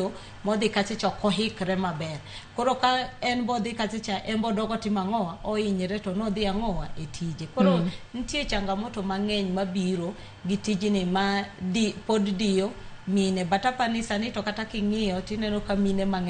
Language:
Luo (Kenya and Tanzania)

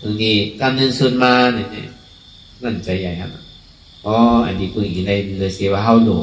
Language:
Shan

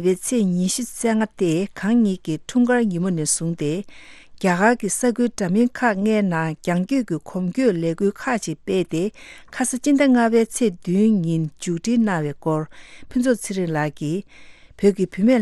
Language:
Tibetan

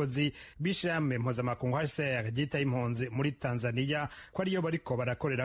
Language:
Rundi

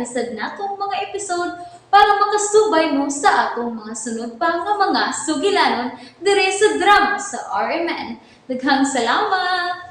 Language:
Cebuano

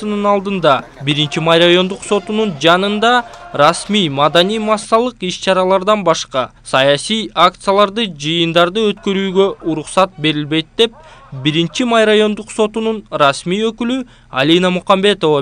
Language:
Kyrgyz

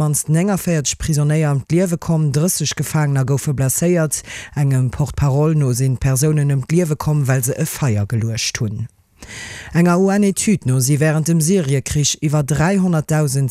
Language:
Luxembourgish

